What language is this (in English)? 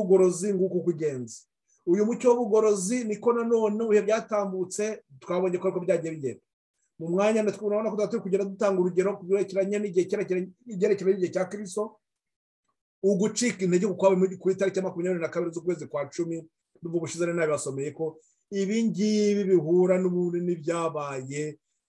Kinyarwanda